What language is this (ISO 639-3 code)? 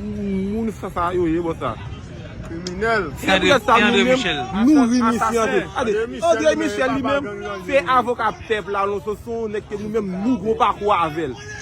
hat